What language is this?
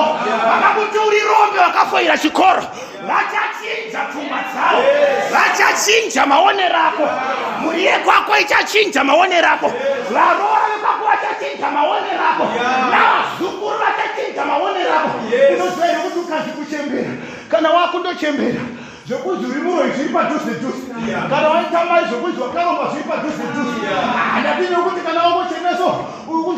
Shona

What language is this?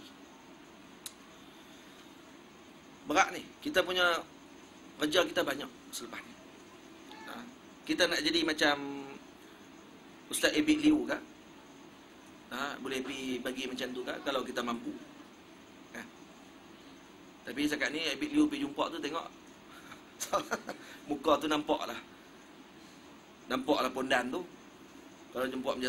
Malay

